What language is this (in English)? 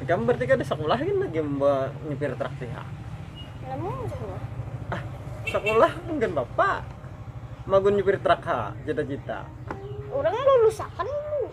Banjar